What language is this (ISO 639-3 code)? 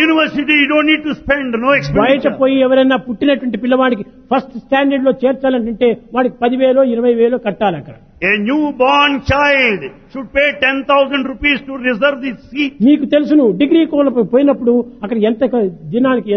tel